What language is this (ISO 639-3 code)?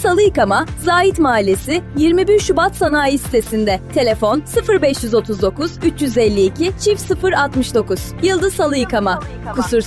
tur